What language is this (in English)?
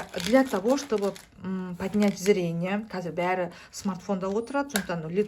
Kazakh